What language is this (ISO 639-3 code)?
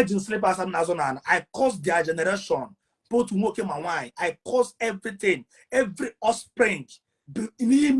ibo